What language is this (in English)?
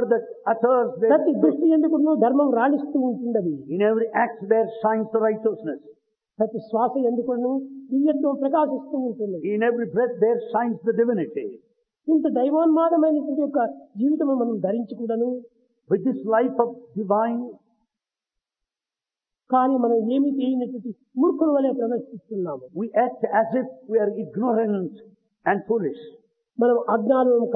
Telugu